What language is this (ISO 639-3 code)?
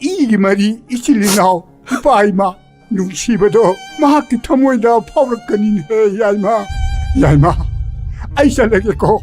mni